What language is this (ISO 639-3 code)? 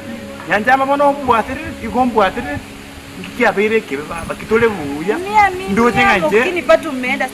guz